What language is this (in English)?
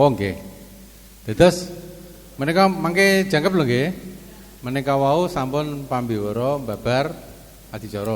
Javanese